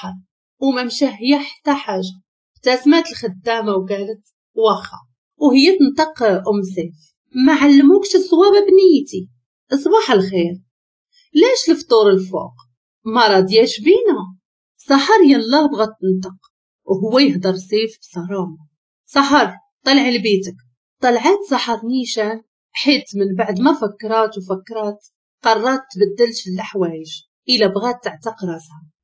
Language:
Moroccan Arabic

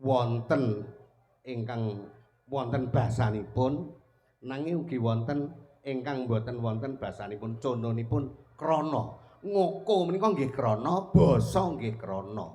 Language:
Javanese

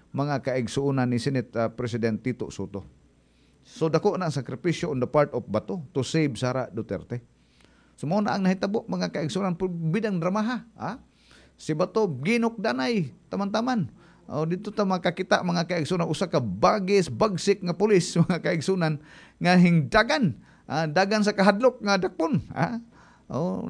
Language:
Cebuano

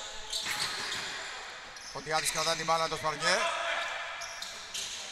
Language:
Greek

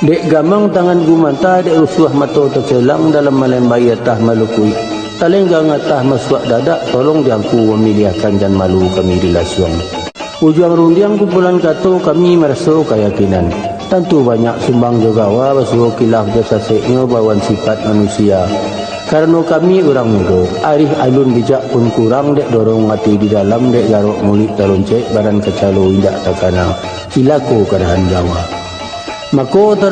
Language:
Minangkabau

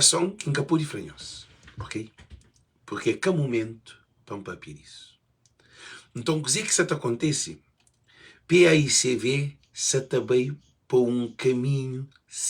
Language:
Kabuverdianu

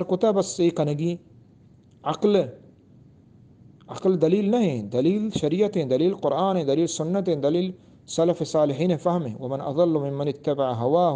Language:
Eastern Balochi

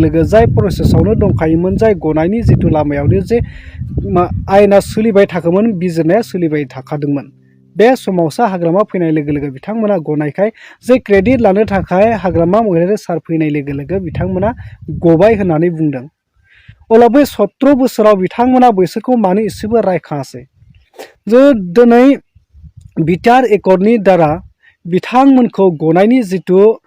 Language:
Bodo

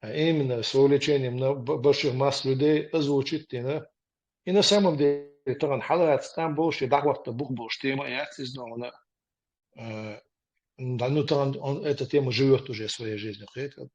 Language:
Chechen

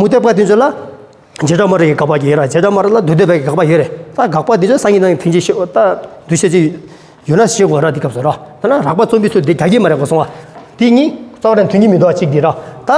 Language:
Tibetan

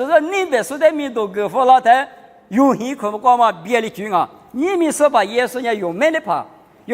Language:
Lisu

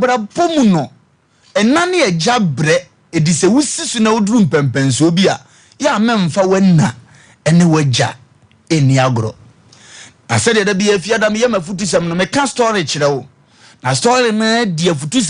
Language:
Akan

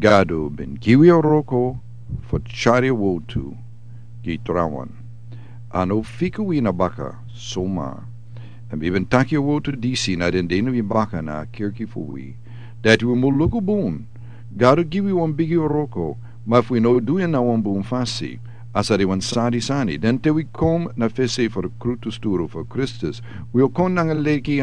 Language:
Sranan Tongo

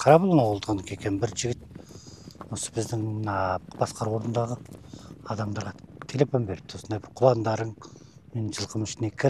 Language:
Kazakh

